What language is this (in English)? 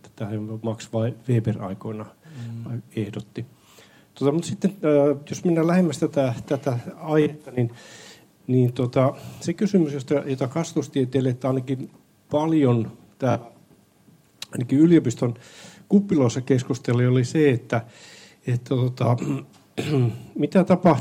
Finnish